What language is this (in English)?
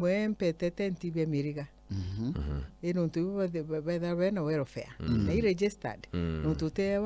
Meru